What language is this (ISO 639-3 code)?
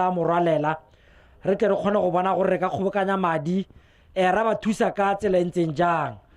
tsn